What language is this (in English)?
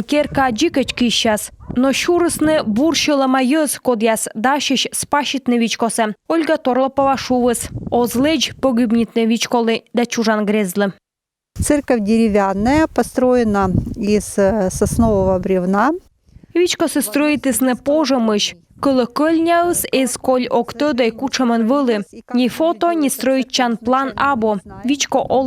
Komi